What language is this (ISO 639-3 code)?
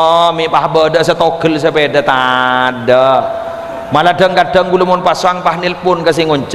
mad